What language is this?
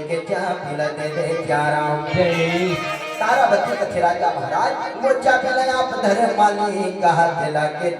Chhattisgarhi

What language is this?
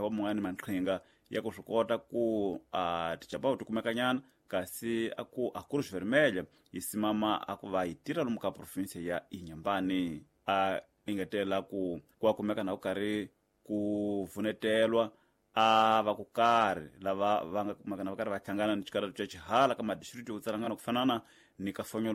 Tsonga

